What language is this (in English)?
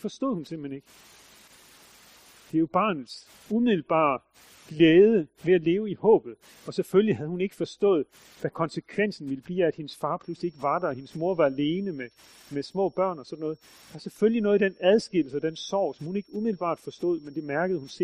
Danish